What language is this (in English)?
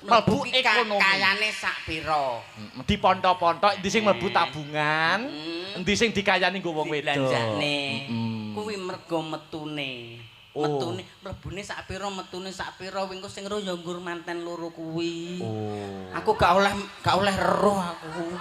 Javanese